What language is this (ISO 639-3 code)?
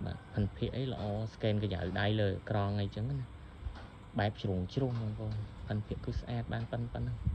khm